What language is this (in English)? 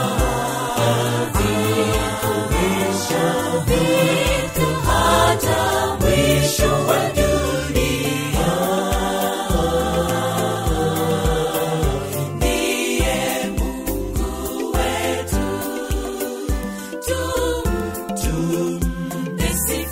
Swahili